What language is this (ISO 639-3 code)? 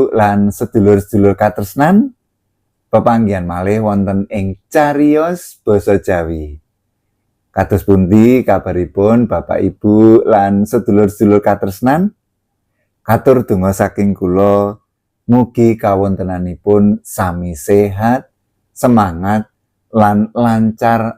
jav